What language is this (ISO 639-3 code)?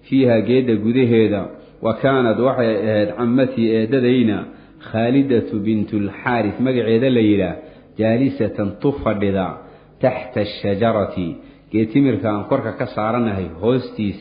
som